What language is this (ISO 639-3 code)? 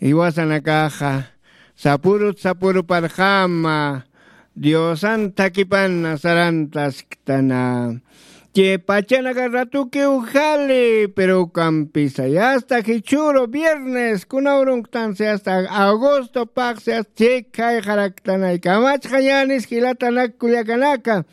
aym